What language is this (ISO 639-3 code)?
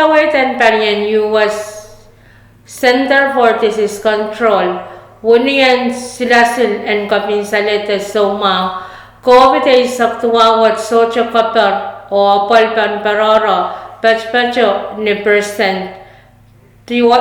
pon